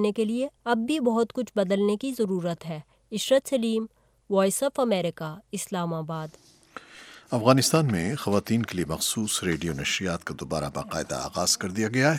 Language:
Urdu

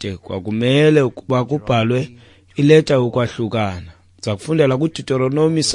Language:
Xhosa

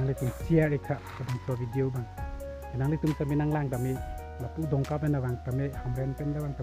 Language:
Karbi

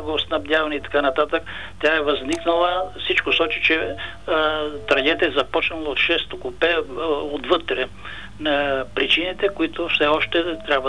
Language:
Bulgarian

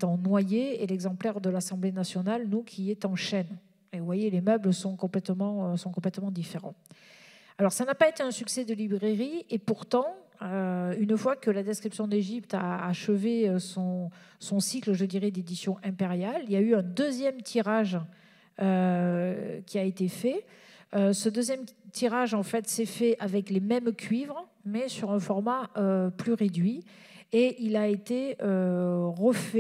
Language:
French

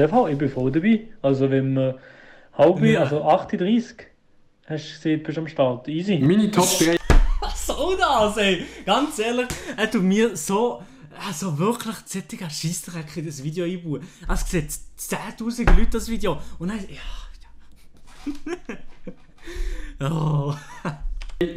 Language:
Swiss German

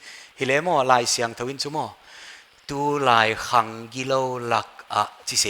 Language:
Paite Chin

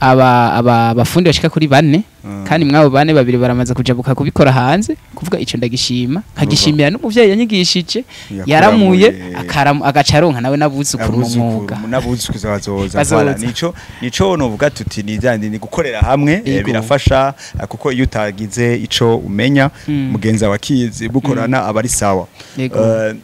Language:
Rundi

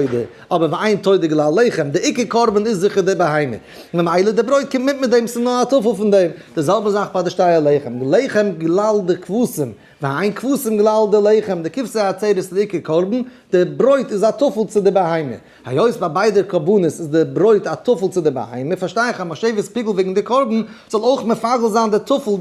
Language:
Yiddish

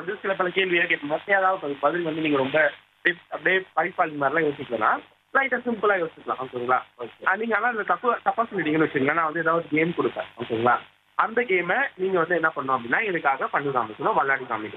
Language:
Tamil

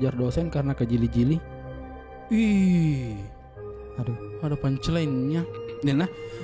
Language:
Makassar Malay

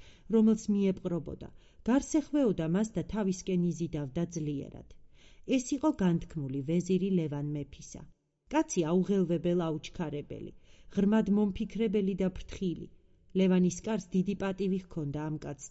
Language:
Georgian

